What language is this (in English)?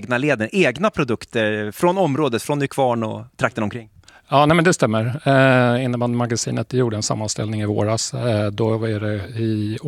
Swedish